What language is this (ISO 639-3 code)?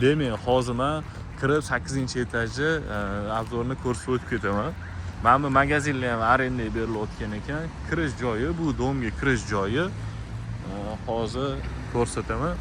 uzb